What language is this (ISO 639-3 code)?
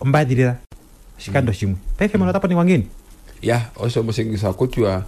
kua